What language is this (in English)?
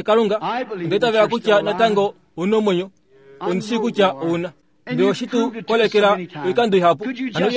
Kuanyama